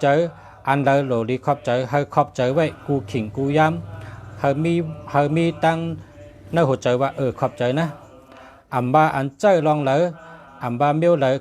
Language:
Shan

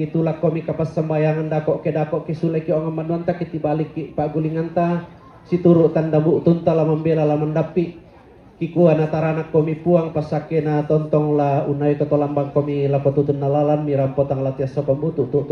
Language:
Toraja-Sa'dan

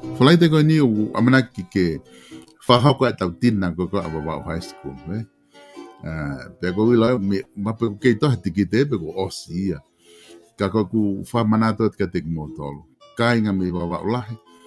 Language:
Tongan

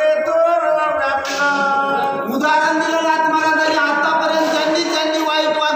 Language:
Marathi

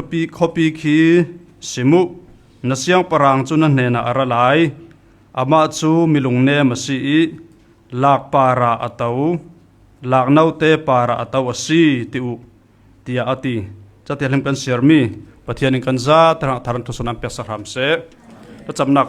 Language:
Falam Chin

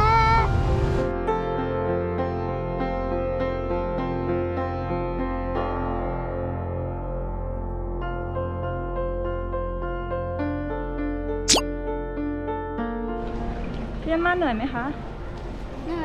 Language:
Thai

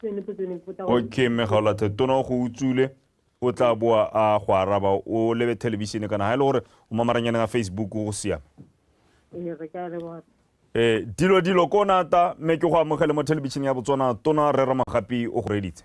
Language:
Tswana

